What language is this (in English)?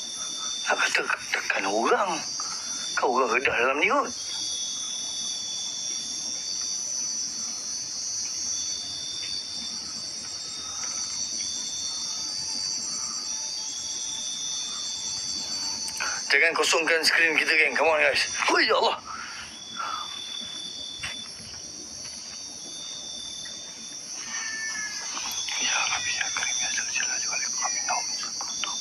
Malay